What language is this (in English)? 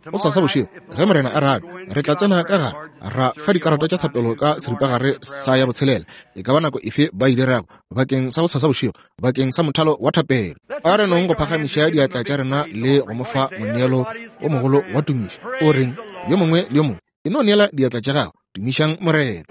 Northern Sotho